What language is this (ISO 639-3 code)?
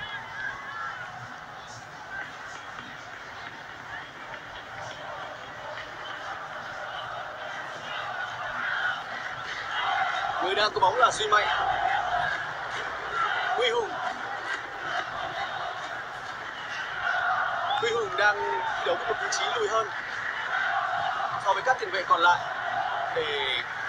vie